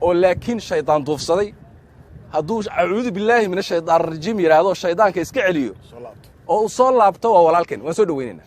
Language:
Somali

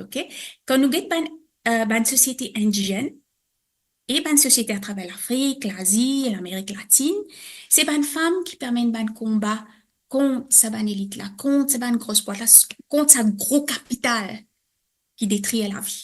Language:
Morisyen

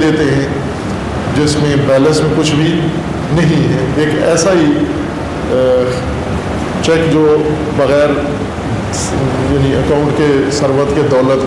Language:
Urdu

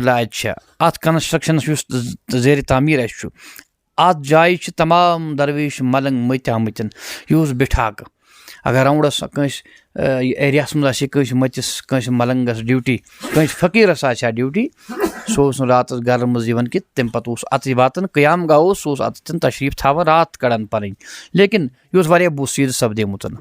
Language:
Kashmiri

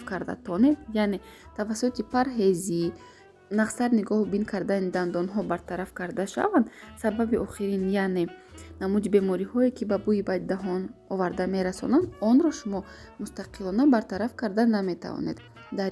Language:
Tajik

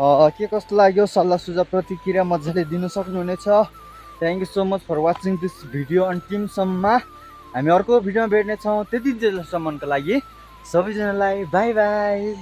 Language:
Nepali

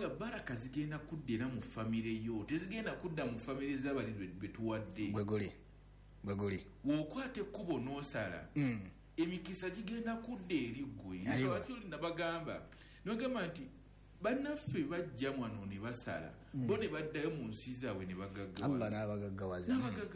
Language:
Ganda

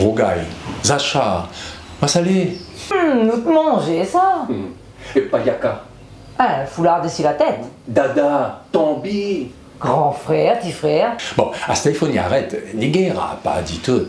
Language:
Réunion Creole French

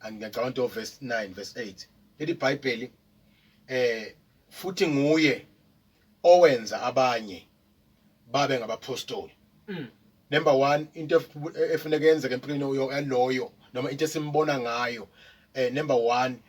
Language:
Zulu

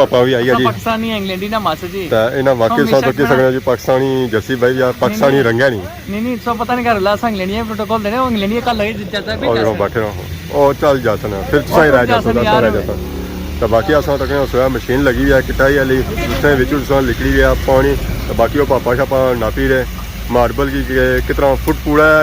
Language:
Pahari-Potwari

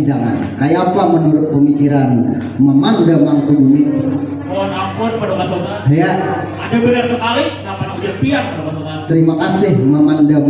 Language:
Banjar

